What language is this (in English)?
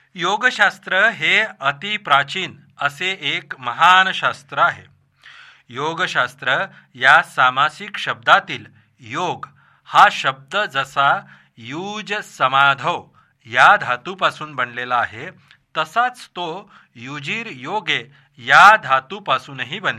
Marathi